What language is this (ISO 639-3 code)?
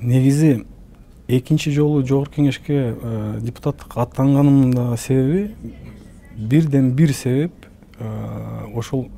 kir